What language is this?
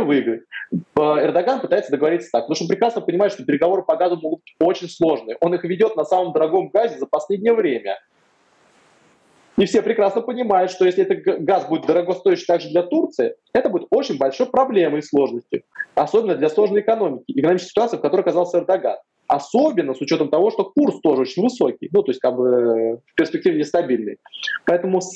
Russian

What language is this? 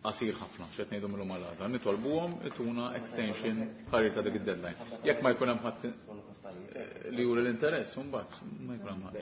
Maltese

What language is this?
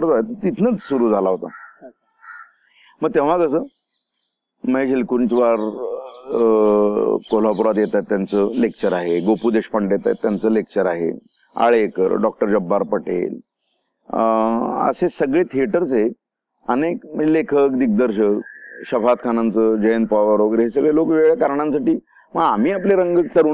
Marathi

